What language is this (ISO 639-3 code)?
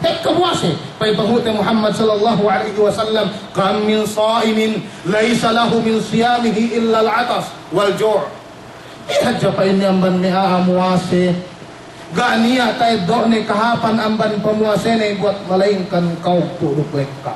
yka